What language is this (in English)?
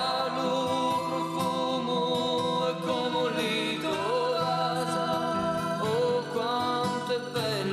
Sicilian